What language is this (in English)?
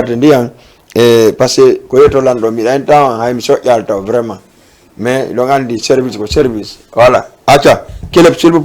Fula